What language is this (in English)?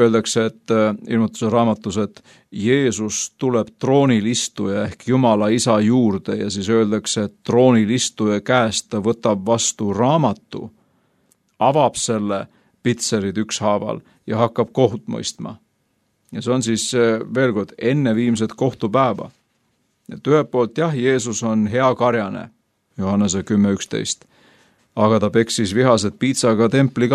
Estonian